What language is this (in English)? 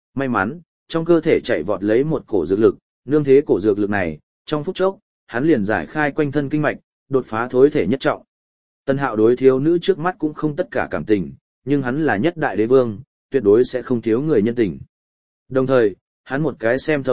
Vietnamese